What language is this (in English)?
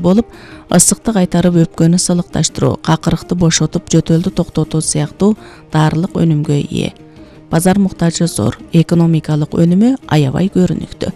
Kyrgyz